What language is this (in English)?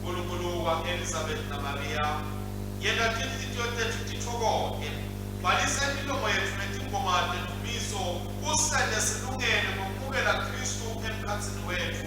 Swati